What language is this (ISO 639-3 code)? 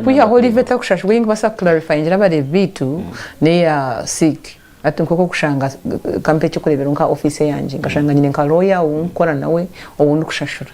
nyn